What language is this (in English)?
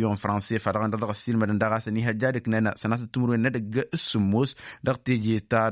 Tamasheq